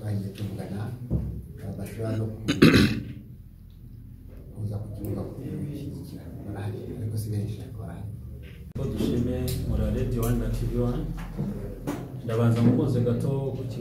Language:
Kinyarwanda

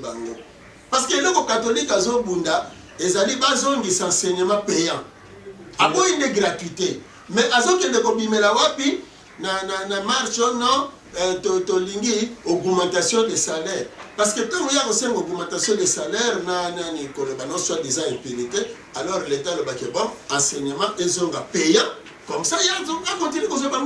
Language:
Lingala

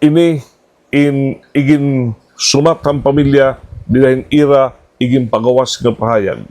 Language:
Waray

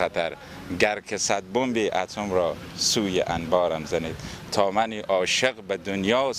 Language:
Persian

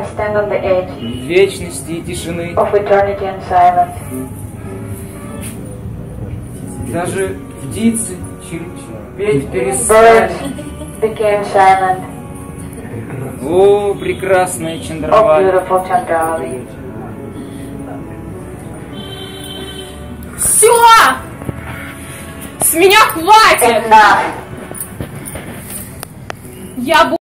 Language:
Russian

